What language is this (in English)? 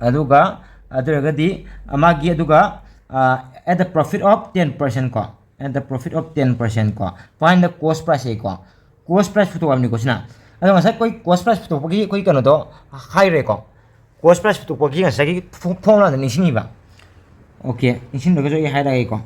Manipuri